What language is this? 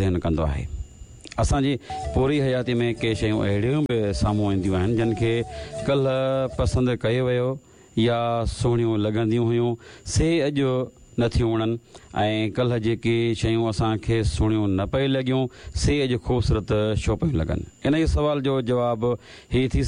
Sindhi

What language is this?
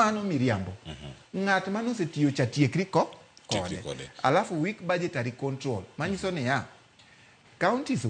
Luo (Kenya and Tanzania)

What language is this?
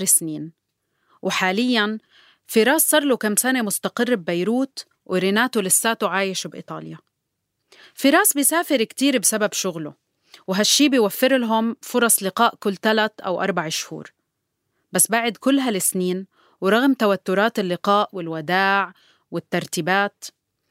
North Levantine Arabic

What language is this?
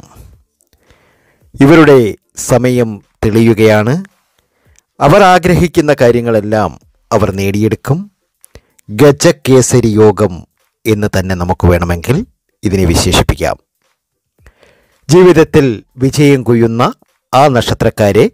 Malayalam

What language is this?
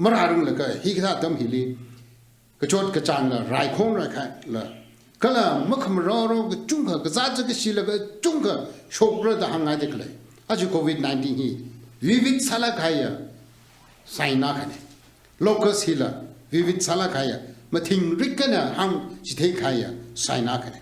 Tangkhul Naga (India)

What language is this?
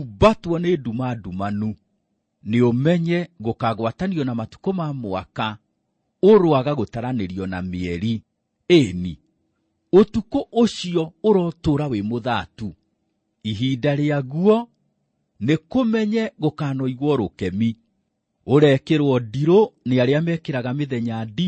Kikuyu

